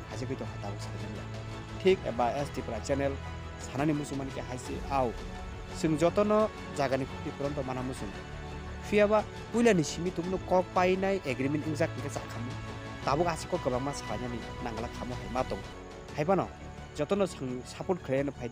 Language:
Kok Borok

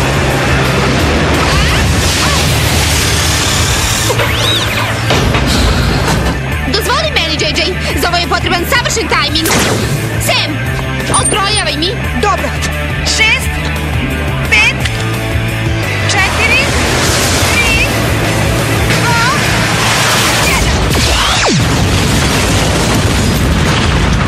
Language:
Serbian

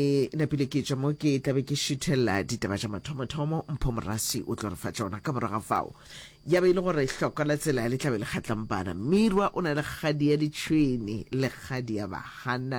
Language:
Northern Sotho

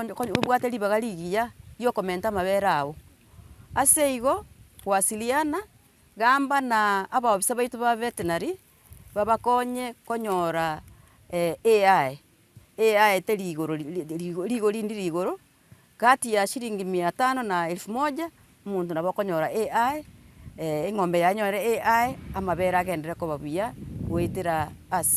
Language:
Gusii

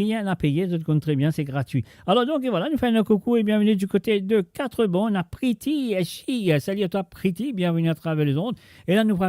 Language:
Morisyen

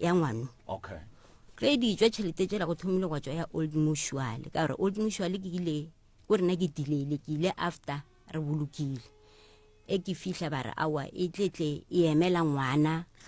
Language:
Northern Sotho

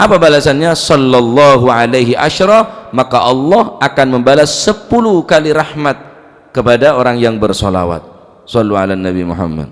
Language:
Madurese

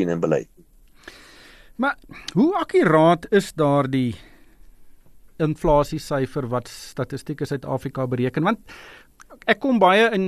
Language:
Afrikaans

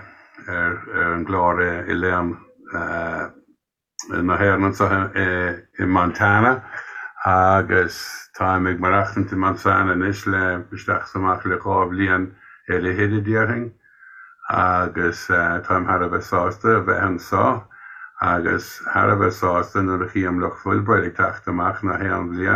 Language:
Irish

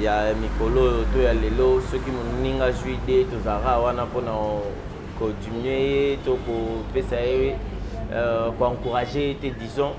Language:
Lingala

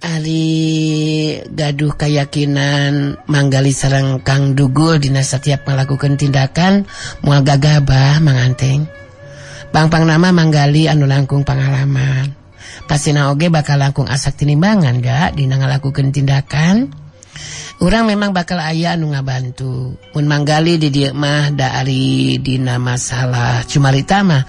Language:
Sundanese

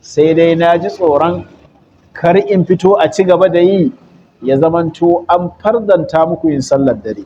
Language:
Hausa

